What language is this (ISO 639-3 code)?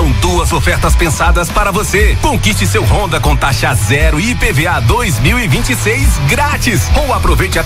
por